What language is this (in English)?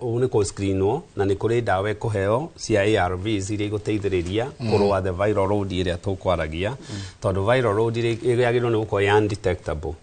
Kikuyu